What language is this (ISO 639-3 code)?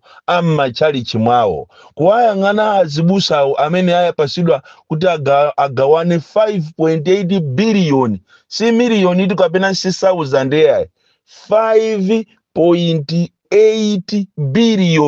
nya